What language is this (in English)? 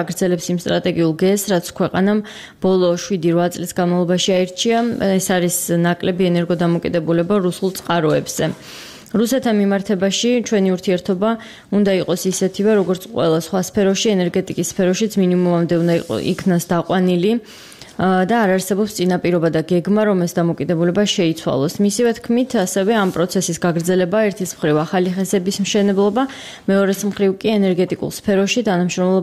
Georgian